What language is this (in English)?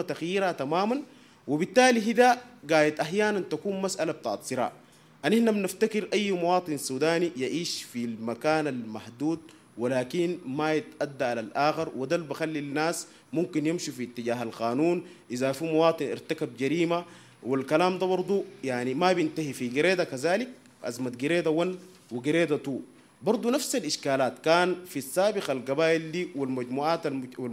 Sudanese Arabic